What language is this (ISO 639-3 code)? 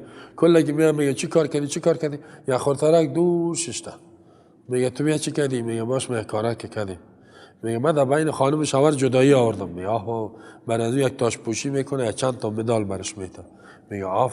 fas